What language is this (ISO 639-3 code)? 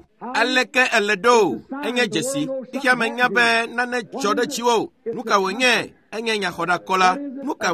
ewe